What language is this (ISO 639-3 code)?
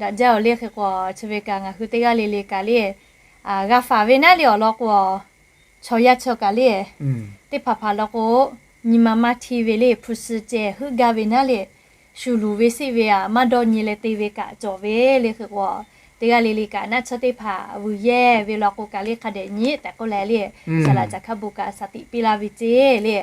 lhu